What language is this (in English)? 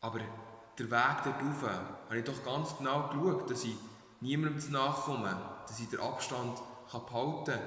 Swiss German